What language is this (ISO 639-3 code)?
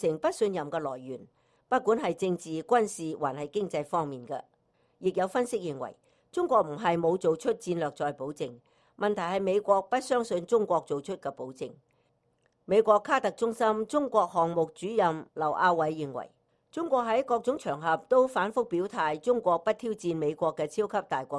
yue